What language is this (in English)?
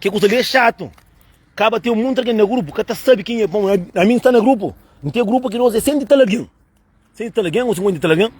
Kabuverdianu